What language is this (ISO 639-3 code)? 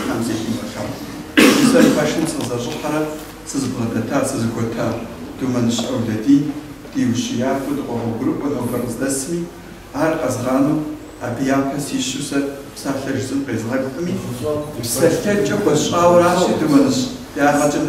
kbd